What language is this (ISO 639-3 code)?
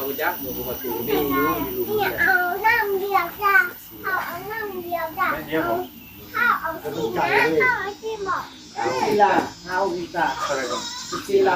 tts